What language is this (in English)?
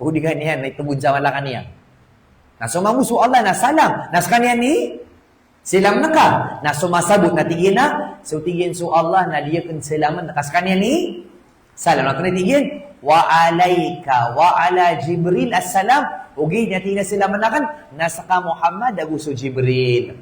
Maranao